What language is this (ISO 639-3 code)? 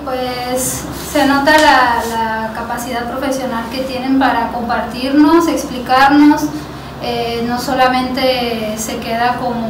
spa